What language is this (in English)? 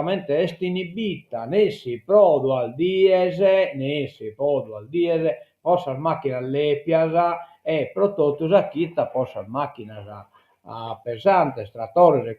Sardinian